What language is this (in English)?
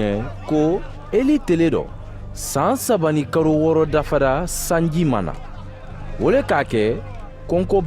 Mandingo